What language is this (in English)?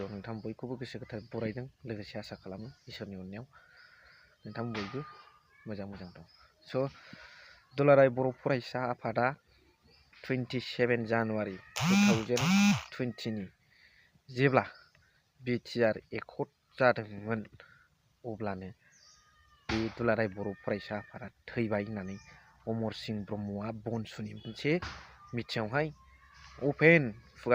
Bodo